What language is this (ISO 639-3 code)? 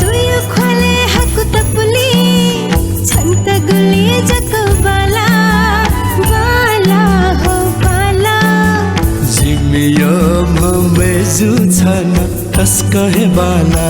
new